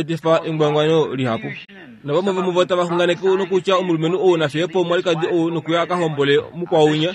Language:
Kuanyama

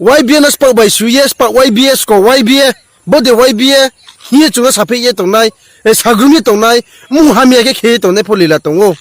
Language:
Riang (India)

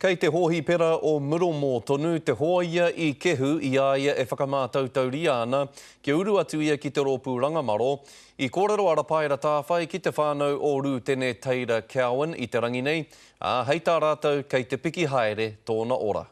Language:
Māori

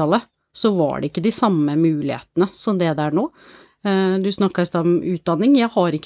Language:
Norwegian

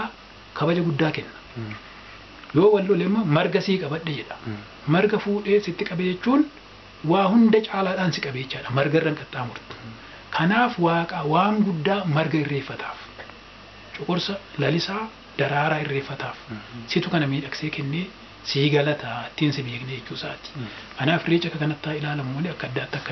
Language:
Oromo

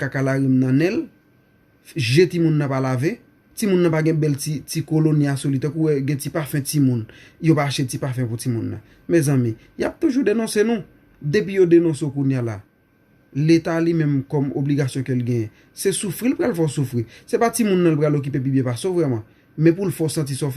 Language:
Haitian Creole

